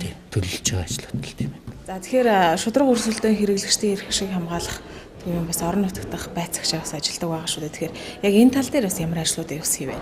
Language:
Mongolian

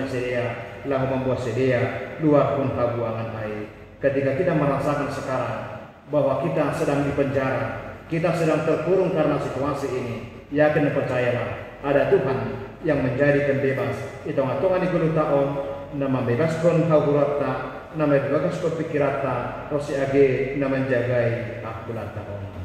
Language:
Batak Simalungun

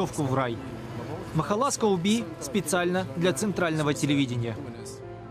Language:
Russian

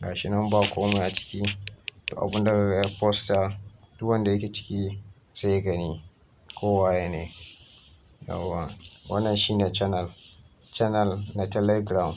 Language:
Hausa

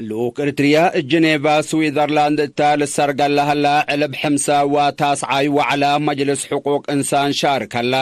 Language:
Tigre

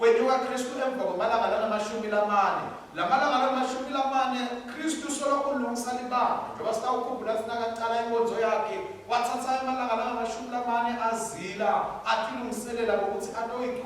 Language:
Swati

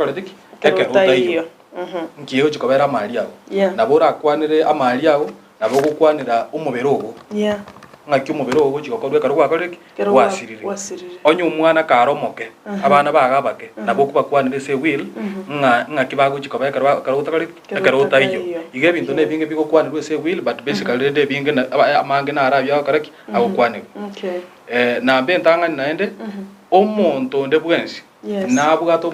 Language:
Gusii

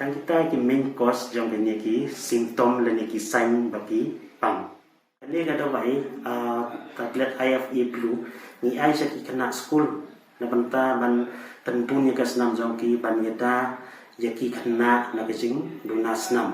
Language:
Khasi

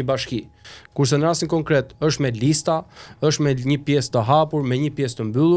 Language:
Albanian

